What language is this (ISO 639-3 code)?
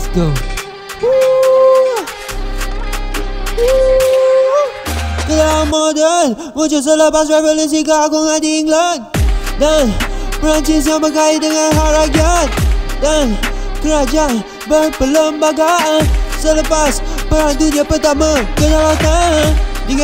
msa